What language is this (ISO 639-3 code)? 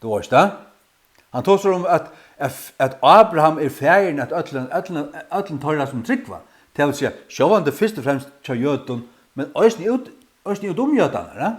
fao